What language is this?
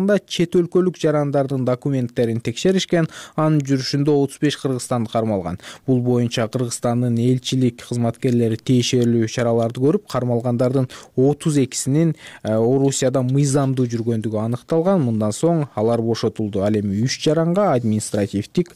Kyrgyz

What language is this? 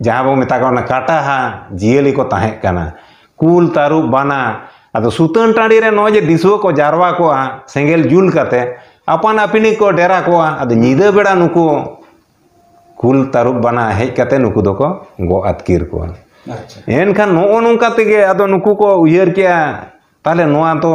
Santali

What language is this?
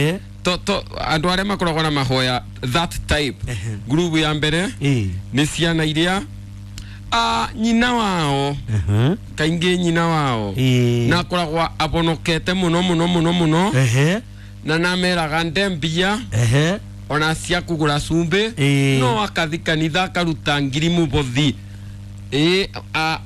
Kikuyu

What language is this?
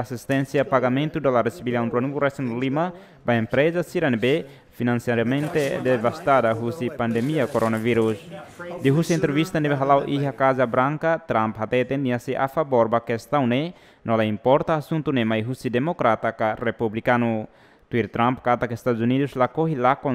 Tetum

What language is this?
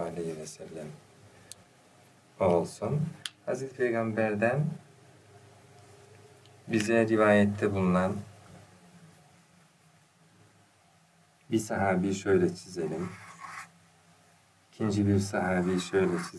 Turkish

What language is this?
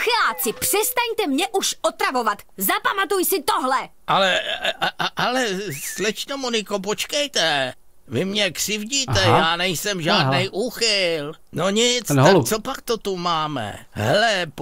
Czech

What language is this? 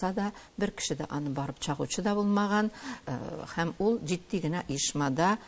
Tatar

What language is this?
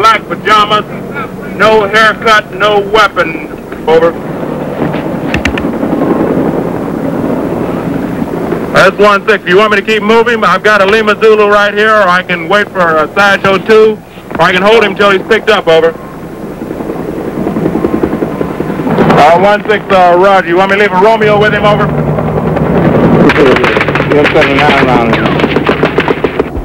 English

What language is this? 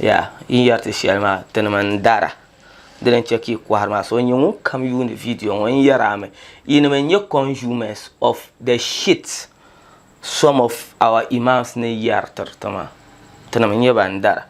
Dagbani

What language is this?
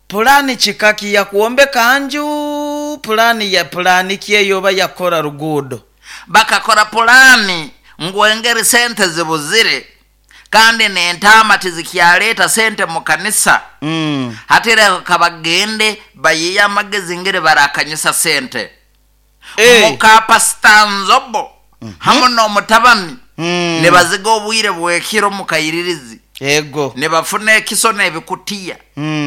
Nyoro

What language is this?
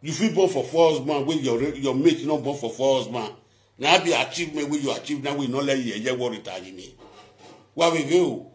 Nigerian Pidgin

